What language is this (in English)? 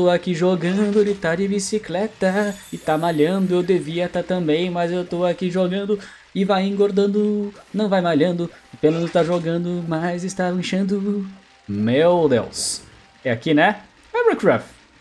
Portuguese